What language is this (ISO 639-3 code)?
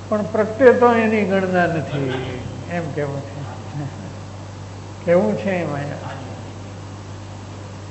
guj